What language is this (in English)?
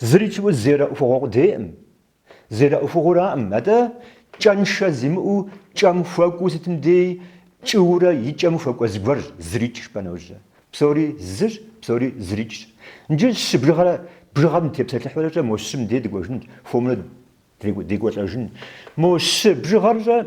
Kabardian